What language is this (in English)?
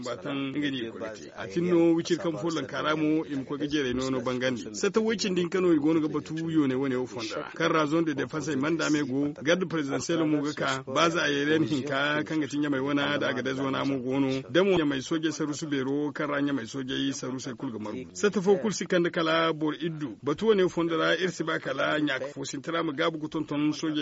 Zarma